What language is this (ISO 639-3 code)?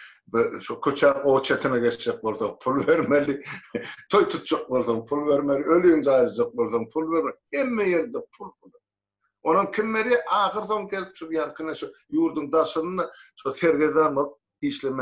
tuk